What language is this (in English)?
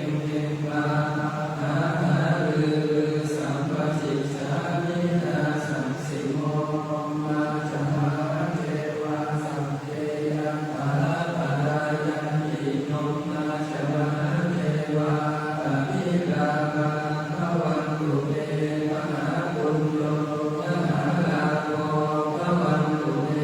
Pali